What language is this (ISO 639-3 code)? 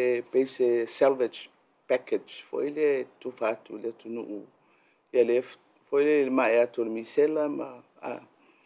smo